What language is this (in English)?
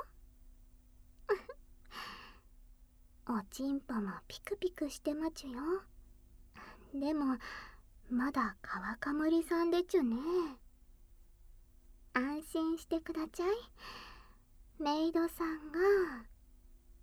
Japanese